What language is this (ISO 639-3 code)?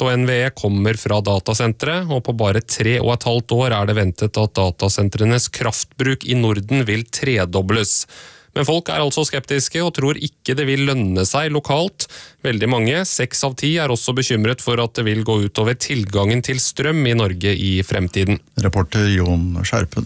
nor